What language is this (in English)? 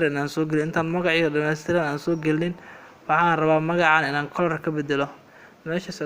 Somali